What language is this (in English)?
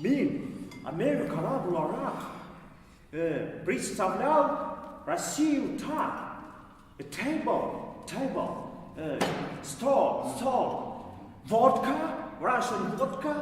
Bashkir